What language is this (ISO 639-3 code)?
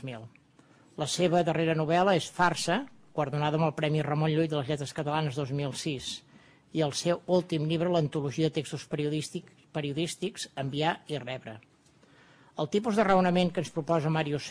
cat